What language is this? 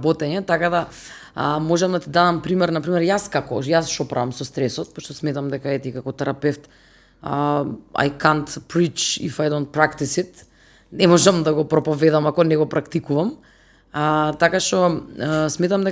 Macedonian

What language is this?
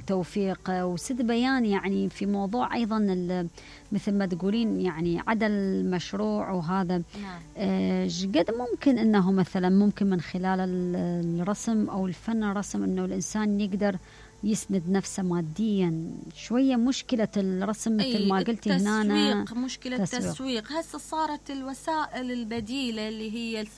Mesopotamian Arabic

